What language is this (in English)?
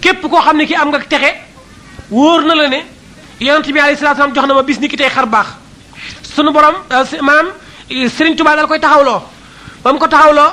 Wolof